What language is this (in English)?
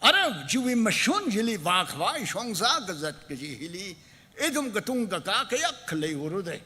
Tangkhul Naga (India)